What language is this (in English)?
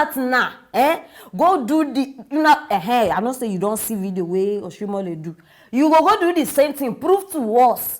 Nigerian Pidgin